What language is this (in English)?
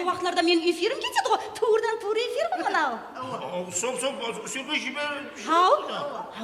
Kara-Kalpak